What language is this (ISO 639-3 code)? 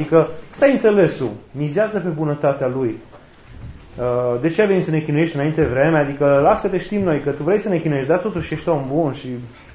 ron